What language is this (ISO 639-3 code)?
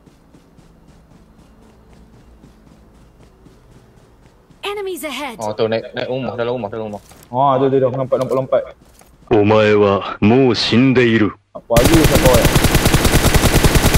msa